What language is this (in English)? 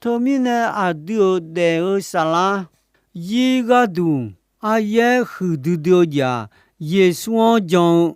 Akha